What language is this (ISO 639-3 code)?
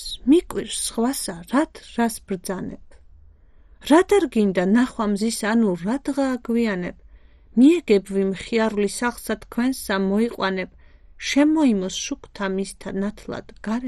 kat